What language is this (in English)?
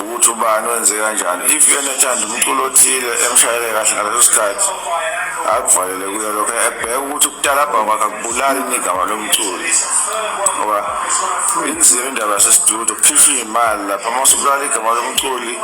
Zulu